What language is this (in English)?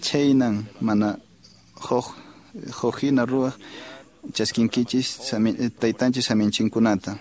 Quechua